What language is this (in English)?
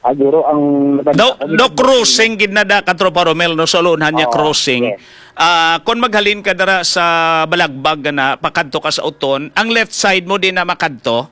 Hiligaynon